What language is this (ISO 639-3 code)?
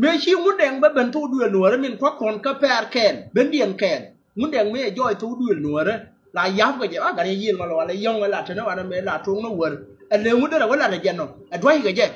nus